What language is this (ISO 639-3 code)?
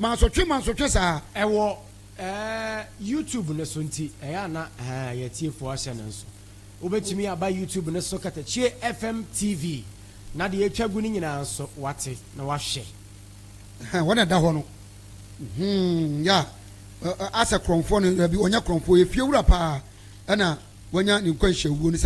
aka